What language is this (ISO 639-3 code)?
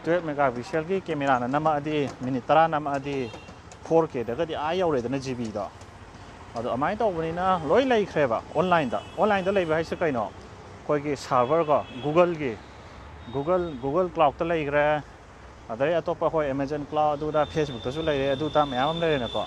mni